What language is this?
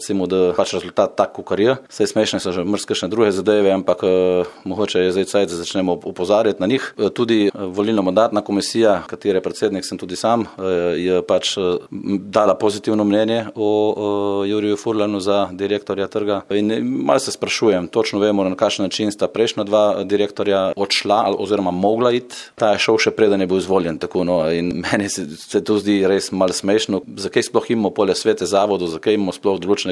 Slovenian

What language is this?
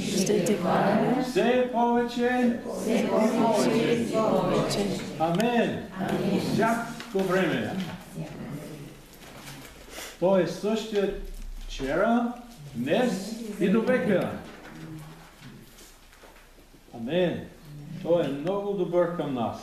Bulgarian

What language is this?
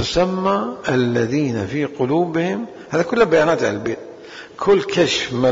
Mesopotamian Arabic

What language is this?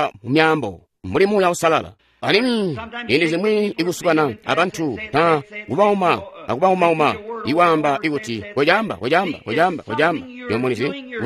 Tonga (Zambia)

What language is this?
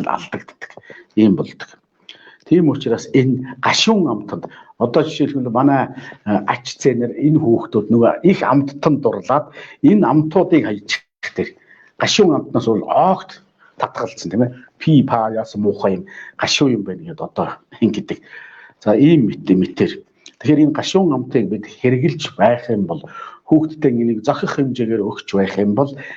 Mongolian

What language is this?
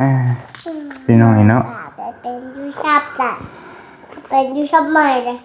Northeastern Thai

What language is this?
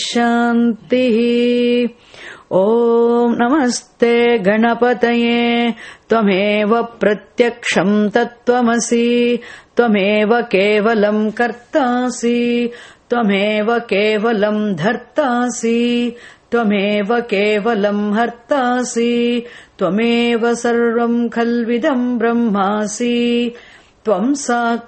Sanskrit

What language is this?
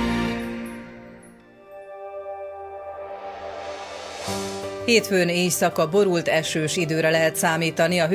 Hungarian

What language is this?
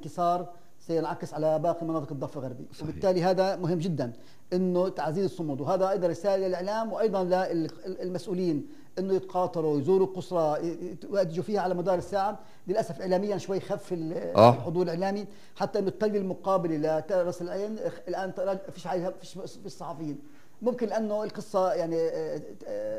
North Levantine Arabic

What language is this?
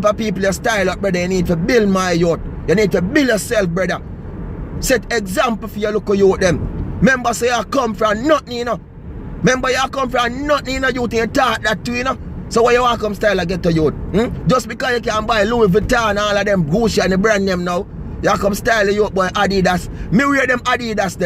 Jamaican Creole English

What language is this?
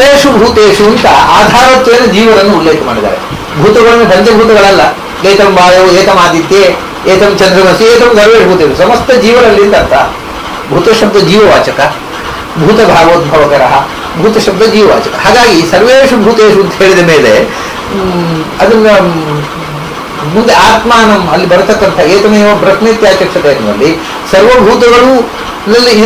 Kannada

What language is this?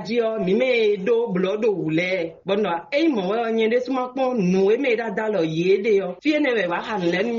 Fon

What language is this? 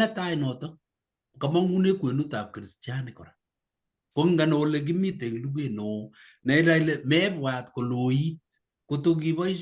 Kalenjin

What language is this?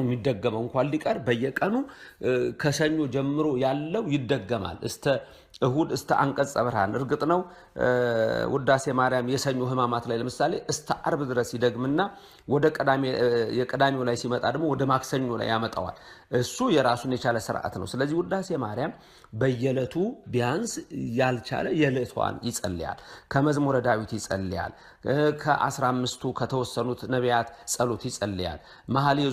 Amharic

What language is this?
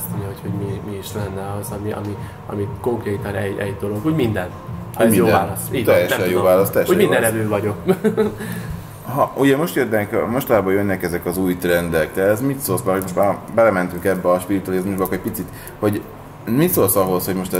Hungarian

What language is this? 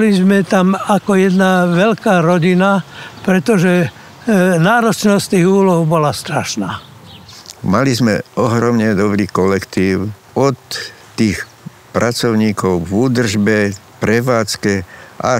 Slovak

